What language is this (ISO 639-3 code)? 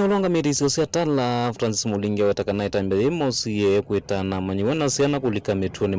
kam